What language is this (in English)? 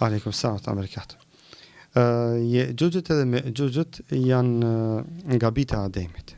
Albanian